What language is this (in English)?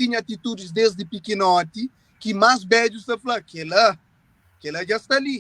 Kabuverdianu